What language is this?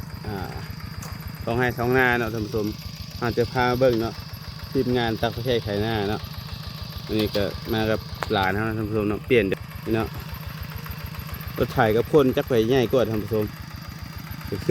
Lao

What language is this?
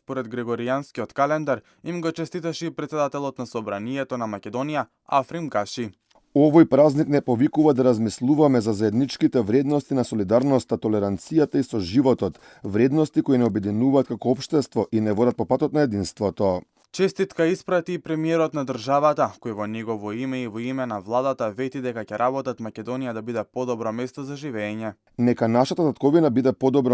Macedonian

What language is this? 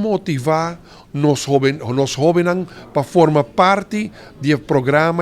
Papiamento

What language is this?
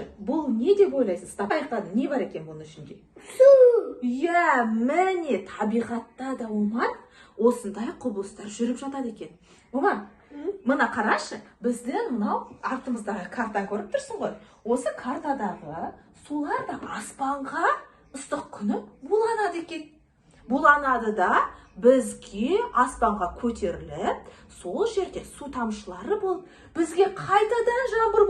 Kazakh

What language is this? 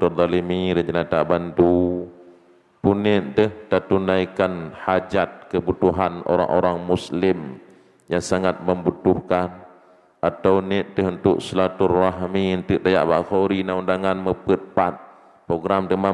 Achinese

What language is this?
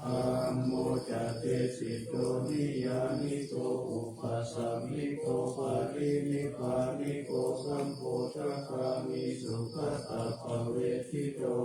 Pali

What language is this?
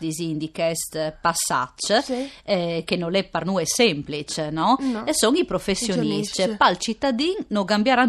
Friulian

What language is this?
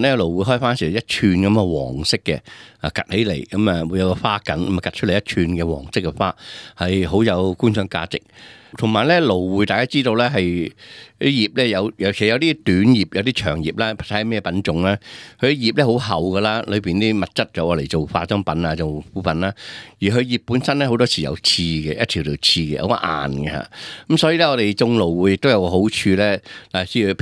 Cantonese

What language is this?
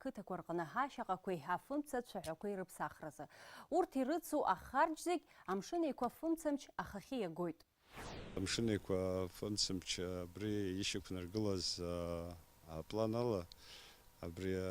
Abkhazian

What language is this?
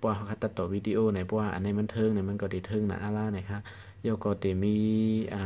Shan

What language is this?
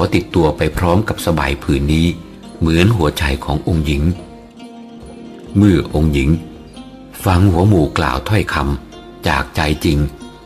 Thai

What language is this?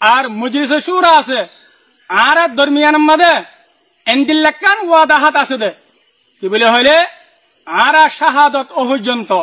Rohingya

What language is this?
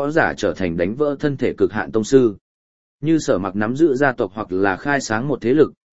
Vietnamese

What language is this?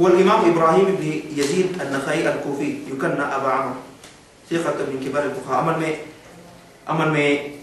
Yakan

